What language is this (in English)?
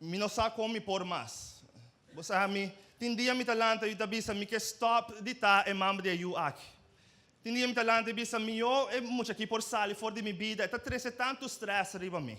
Papiamento